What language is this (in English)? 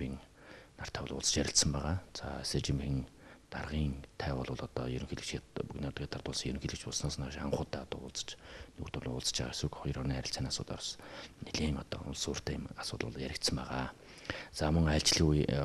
Mongolian